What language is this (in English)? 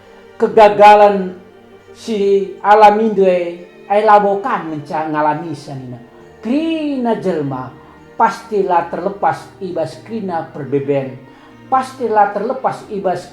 Batak Karo